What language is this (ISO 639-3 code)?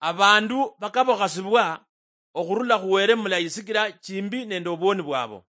luy